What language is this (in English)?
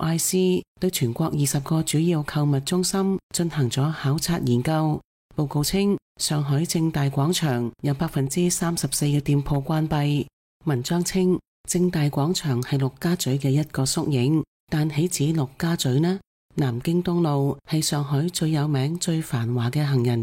Cantonese